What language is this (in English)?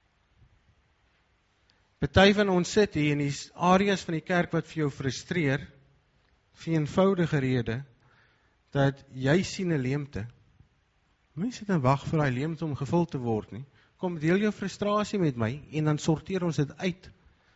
Afrikaans